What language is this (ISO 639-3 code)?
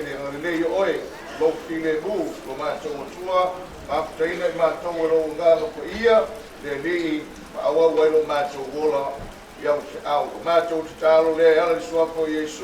smo